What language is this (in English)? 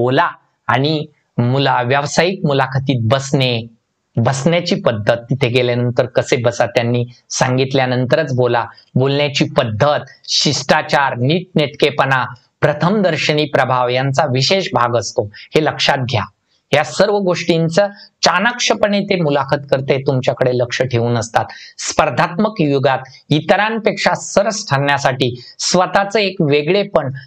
Marathi